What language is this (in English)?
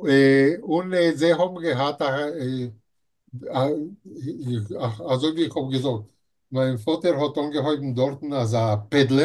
Yiddish